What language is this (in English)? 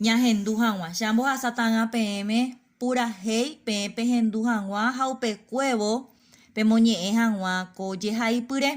Guarani